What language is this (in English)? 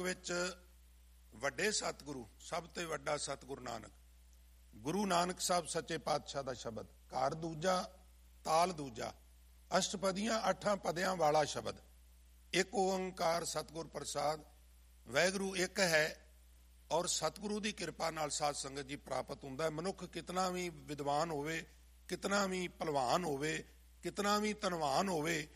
Punjabi